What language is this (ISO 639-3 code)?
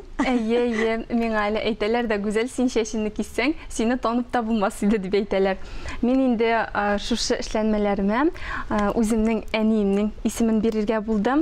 tat